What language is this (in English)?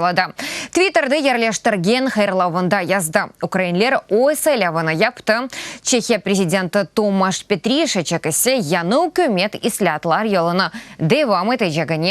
Crimean Tatar